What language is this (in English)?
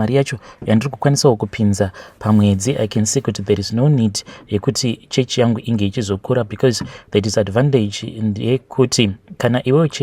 Shona